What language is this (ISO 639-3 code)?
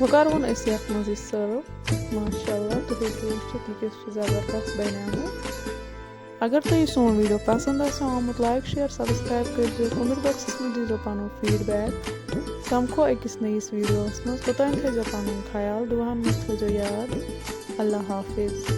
kas